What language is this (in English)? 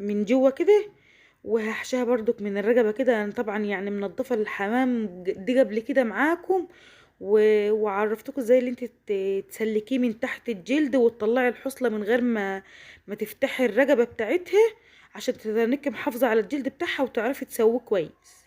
Egyptian Arabic